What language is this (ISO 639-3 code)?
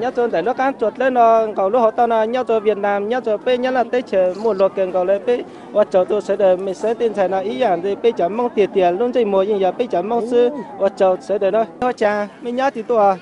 hmn